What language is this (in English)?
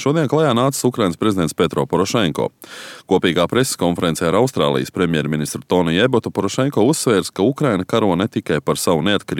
Latvian